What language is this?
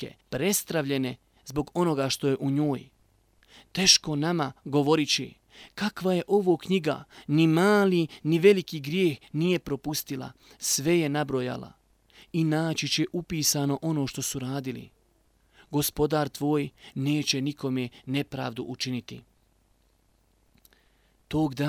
Bosnian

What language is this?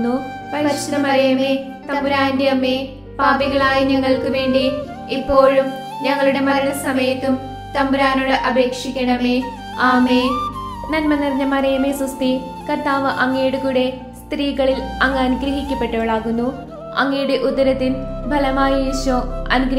Malayalam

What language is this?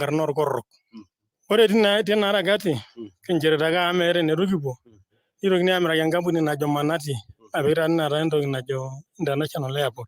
Masai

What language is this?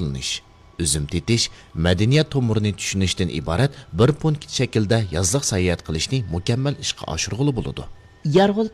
Uyghur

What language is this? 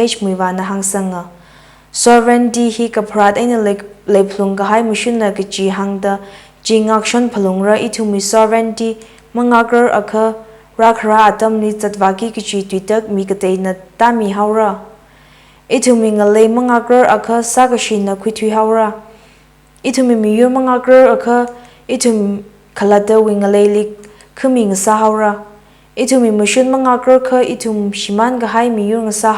Tangkhul Naga (India)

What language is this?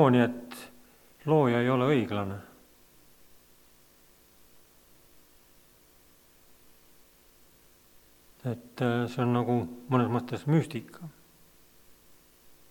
Estonian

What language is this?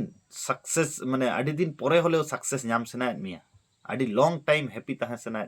Santali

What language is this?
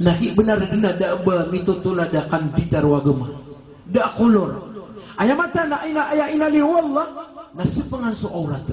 Maranao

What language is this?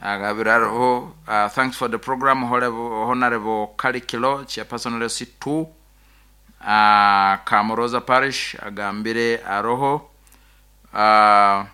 Nyoro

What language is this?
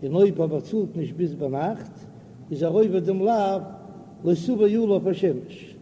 Yiddish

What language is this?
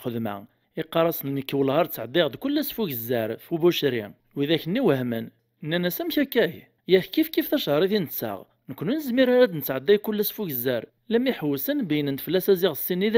Kabyle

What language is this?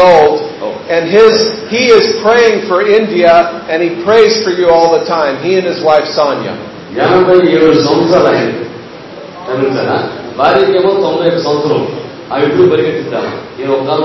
Telugu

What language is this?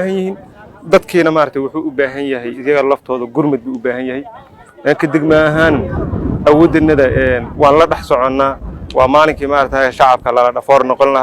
Somali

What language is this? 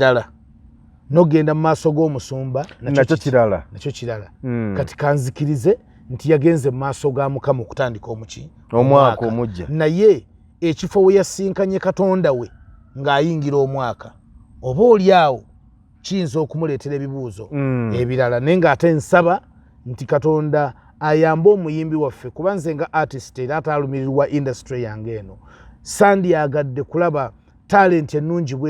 Ganda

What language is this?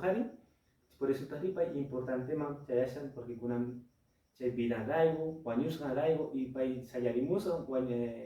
Quechua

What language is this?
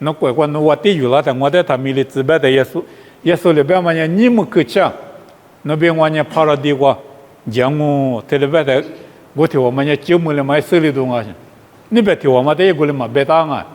Lisu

